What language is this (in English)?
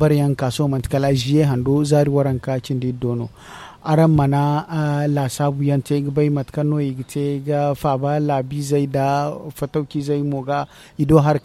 Zarma